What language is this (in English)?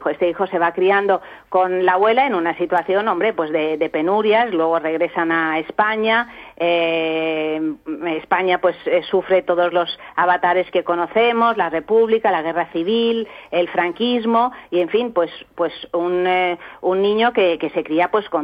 Spanish